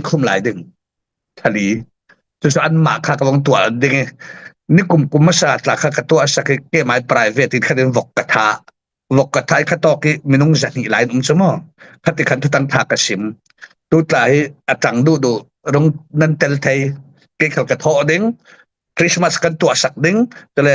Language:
Falam Chin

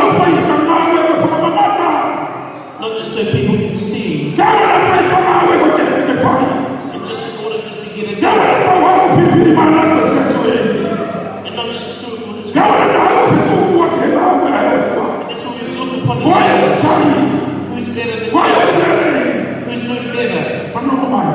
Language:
Tongan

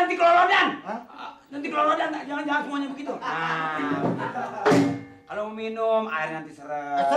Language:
Betawi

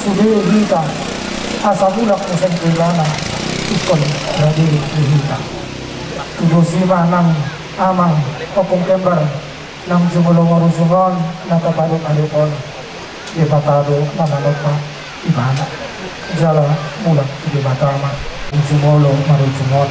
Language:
Batak Toba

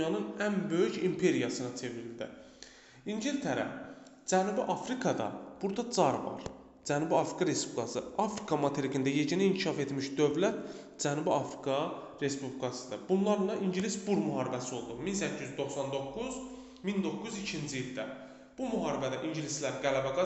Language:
Azerbaijani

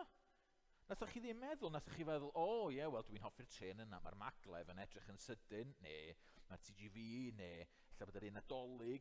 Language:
Welsh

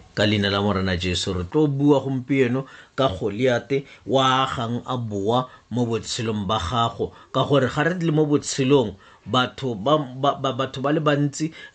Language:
Tswana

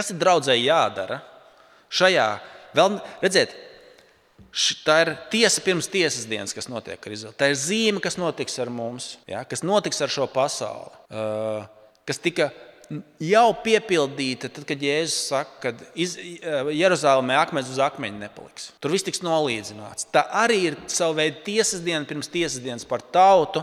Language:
Latvian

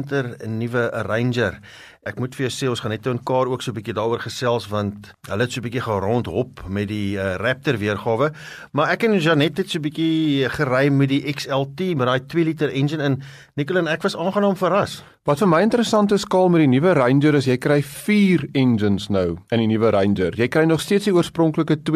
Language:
Afrikaans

